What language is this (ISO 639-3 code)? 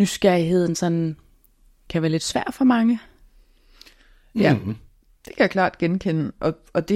dan